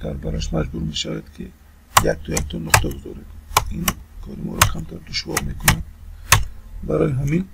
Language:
Tajik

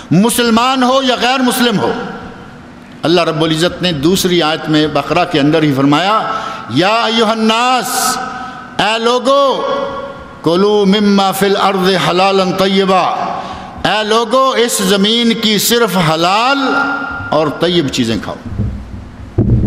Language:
Urdu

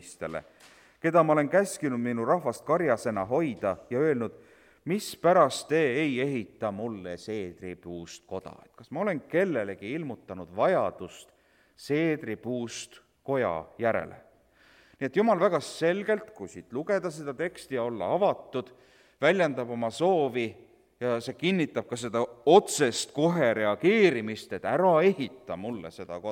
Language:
Estonian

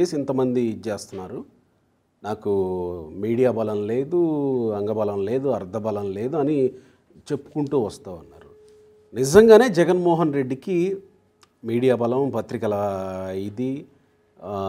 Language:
Telugu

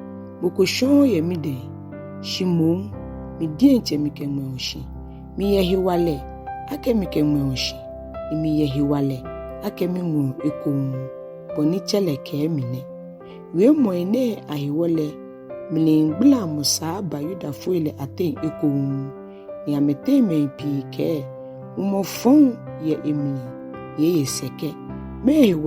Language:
Ga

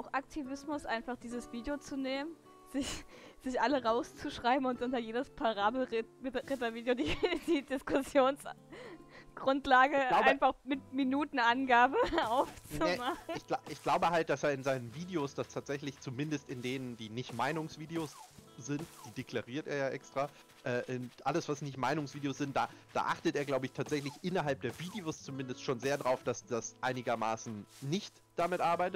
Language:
German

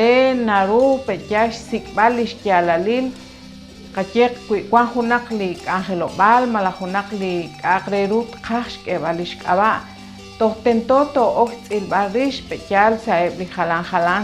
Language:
Kekchí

